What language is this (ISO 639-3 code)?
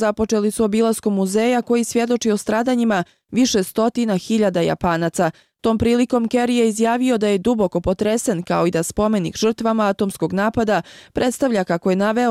bos